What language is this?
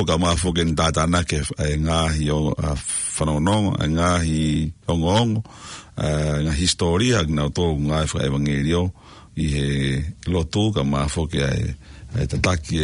Tongan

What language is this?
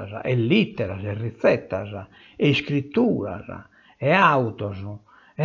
Sardinian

